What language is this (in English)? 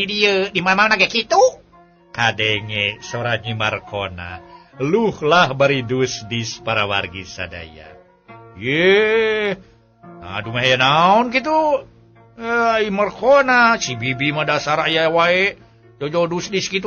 Sundanese